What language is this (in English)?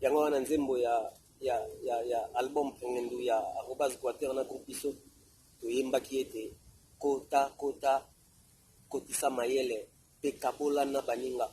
Lingala